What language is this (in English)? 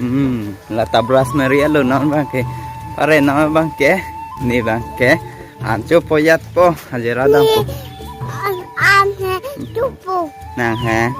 Karbi